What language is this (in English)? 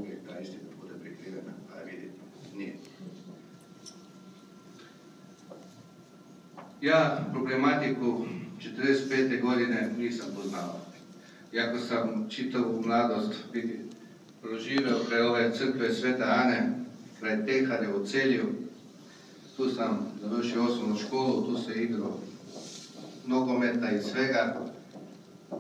Croatian